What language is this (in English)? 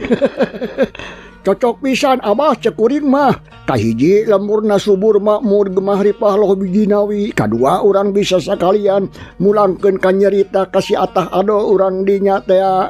Sundanese